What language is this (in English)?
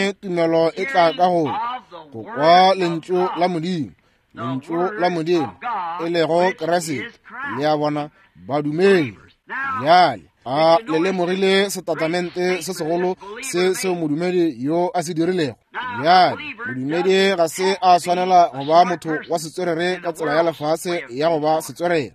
Northern Sotho